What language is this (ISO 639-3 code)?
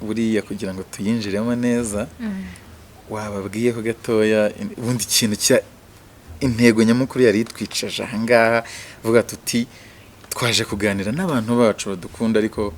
kin